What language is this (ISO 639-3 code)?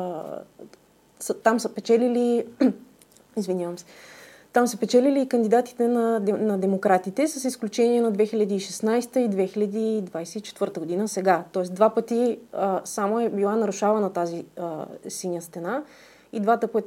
bul